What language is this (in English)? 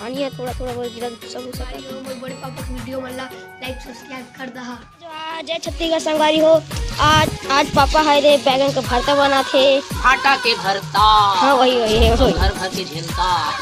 Chhattisgarhi